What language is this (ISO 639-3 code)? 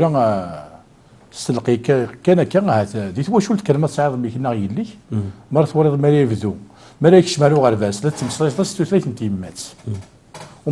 kab